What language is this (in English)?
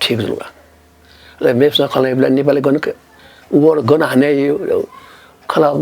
Newari